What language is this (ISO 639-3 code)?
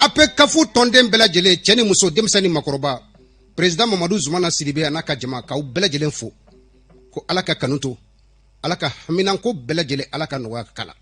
bam